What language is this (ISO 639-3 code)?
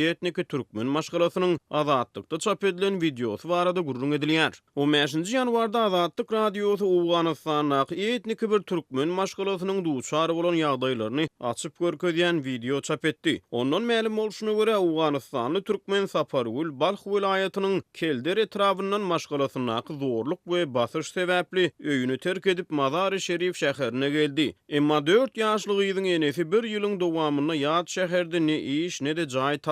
tuk